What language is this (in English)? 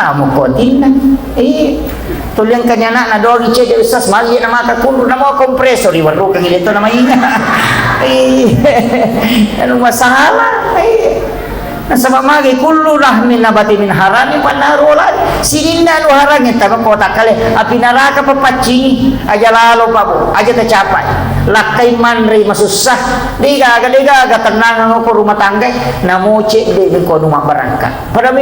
Buginese